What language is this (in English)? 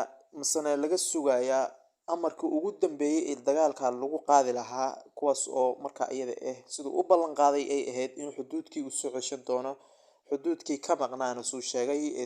Somali